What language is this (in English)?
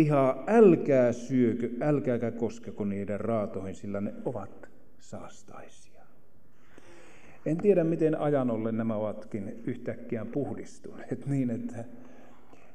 Finnish